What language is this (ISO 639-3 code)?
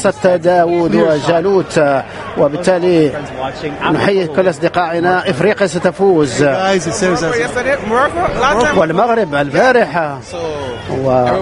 ara